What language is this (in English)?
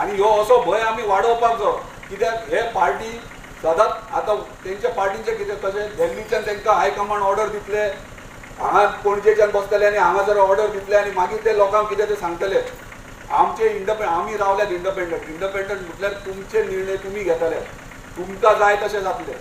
Konkani